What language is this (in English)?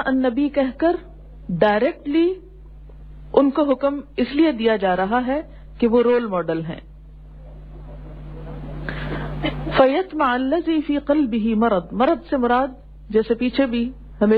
Urdu